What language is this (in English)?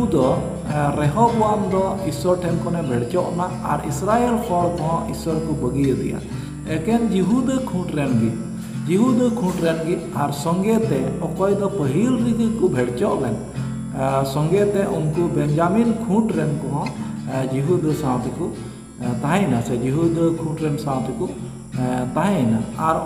Santali